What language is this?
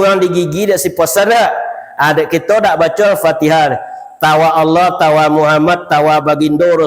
Minangkabau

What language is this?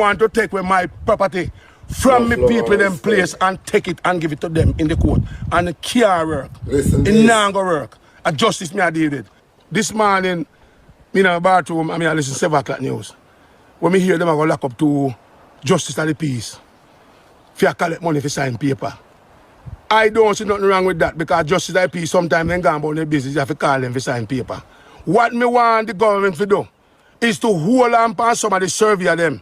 Jamaican Creole English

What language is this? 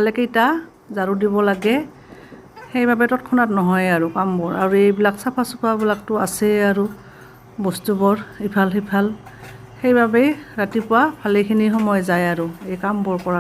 Assamese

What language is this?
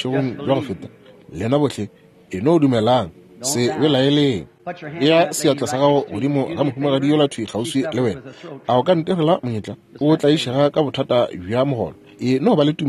Northern Sotho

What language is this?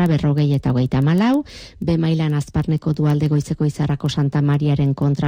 Basque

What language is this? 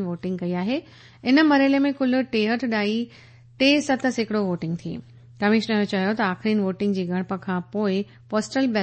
Sindhi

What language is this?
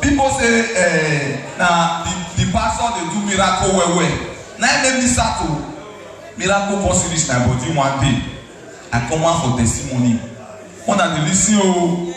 Nigerian Pidgin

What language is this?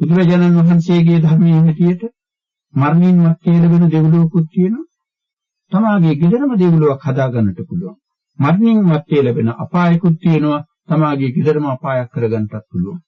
Sinhala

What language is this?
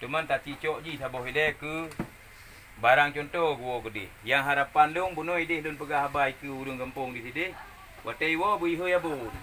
Achinese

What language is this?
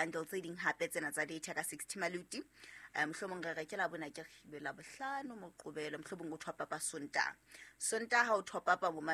Southern Sotho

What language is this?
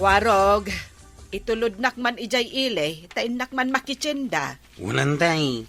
Iloko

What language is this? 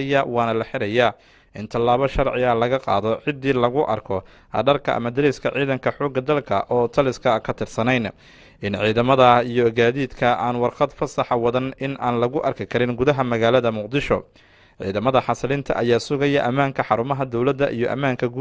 Somali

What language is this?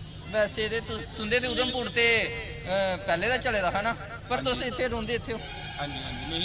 Dogri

